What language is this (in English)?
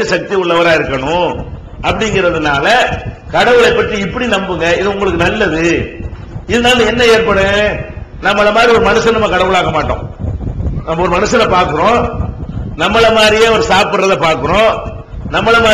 Tamil